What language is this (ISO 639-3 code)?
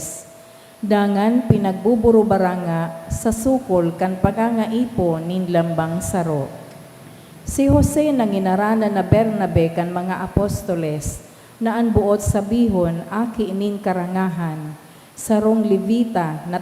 bik